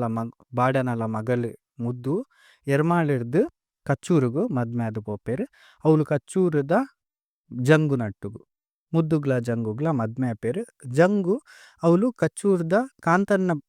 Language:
Tulu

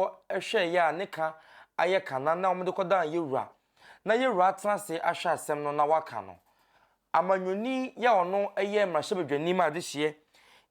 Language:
Akan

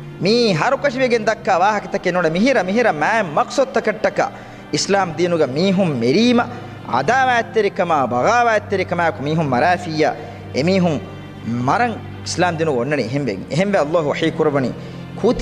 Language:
Divehi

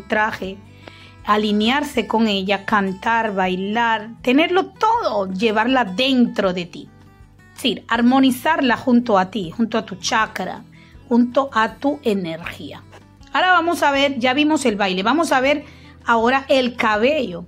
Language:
Spanish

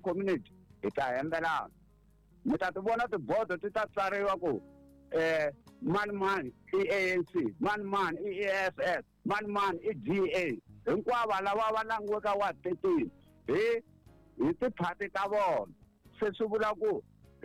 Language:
Tsonga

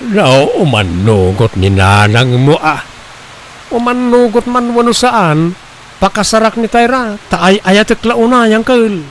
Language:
Iloko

